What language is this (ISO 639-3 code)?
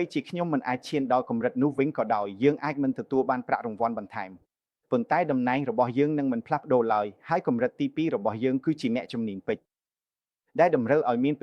khm